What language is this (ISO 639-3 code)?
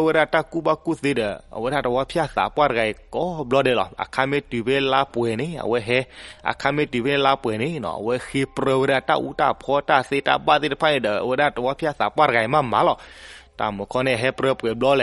ksw